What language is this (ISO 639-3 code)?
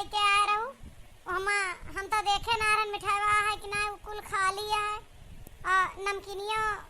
awa